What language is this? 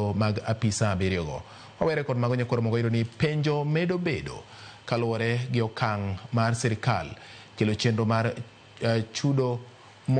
Luo (Kenya and Tanzania)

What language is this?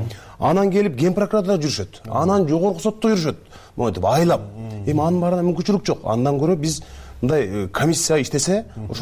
Kyrgyz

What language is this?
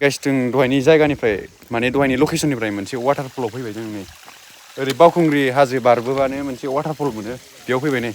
Bodo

